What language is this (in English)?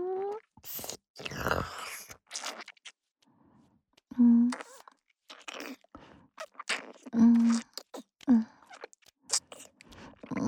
Japanese